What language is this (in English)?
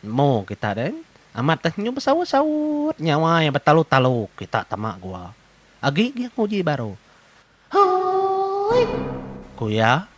Iban